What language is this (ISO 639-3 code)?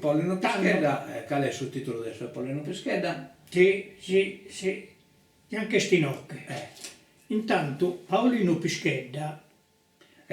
srd